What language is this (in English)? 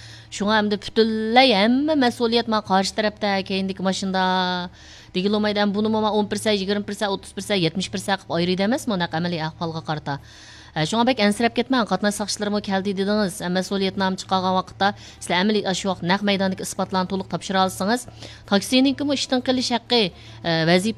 Uyghur